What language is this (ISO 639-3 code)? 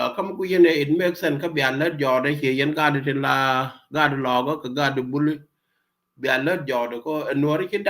nus